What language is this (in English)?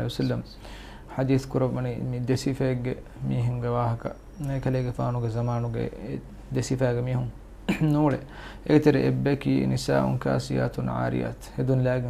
Divehi